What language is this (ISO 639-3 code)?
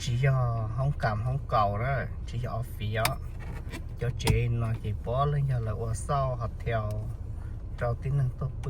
hmn